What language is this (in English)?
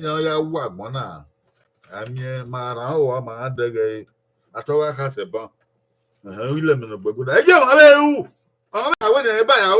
Bini